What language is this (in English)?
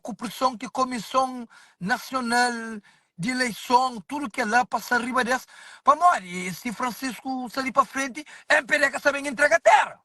Kabuverdianu